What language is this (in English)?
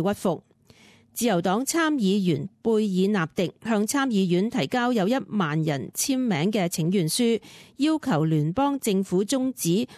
Cantonese